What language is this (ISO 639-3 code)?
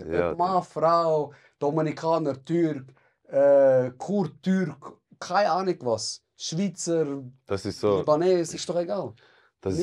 gsw